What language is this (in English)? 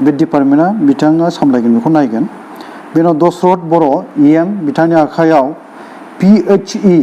Bodo